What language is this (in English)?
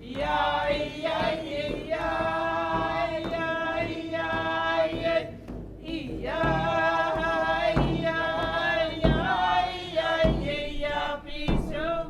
Inuktitut